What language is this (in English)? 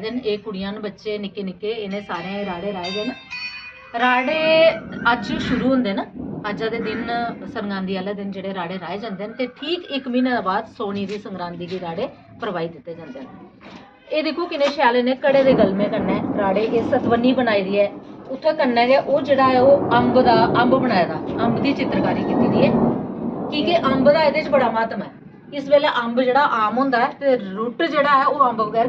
Dogri